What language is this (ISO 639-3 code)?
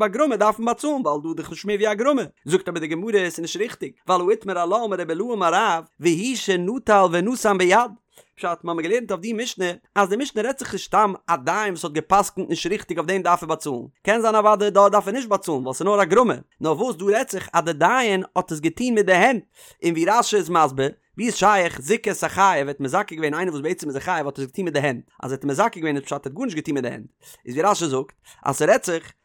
yid